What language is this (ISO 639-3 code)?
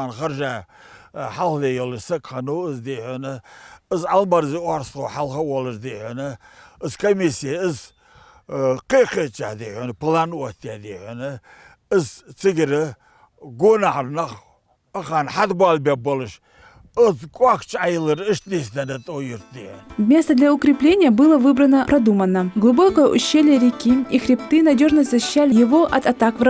inh